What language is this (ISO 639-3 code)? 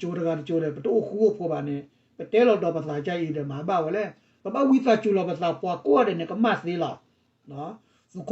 ksw